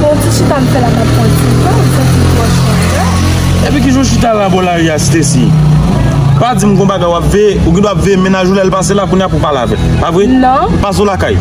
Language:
Haitian Creole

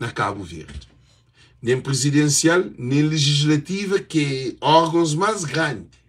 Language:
Kabuverdianu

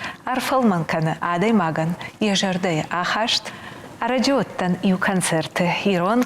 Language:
Ossetic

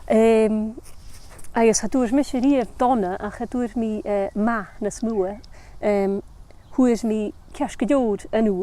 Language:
Scottish Gaelic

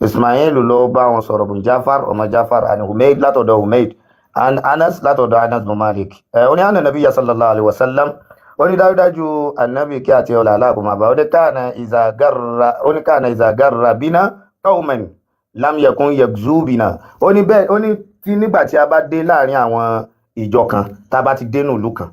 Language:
Yoruba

